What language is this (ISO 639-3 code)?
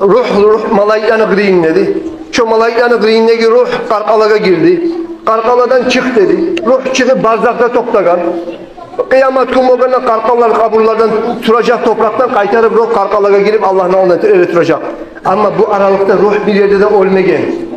kum